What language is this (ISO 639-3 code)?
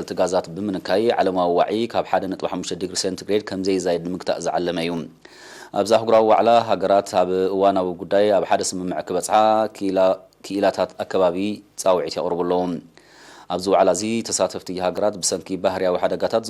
tir